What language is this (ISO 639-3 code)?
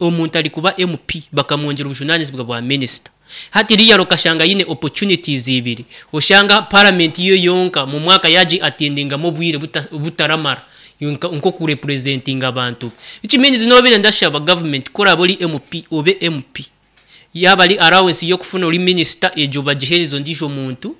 nyo